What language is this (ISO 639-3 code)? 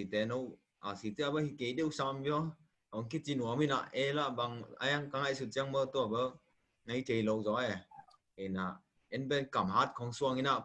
ctd